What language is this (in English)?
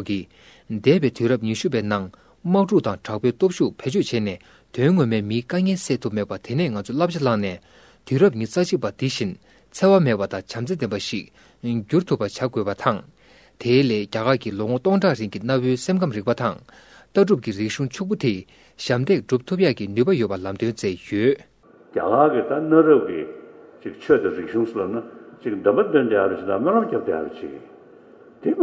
Tibetan